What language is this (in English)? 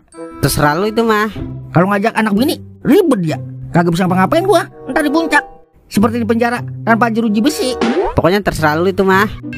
Betawi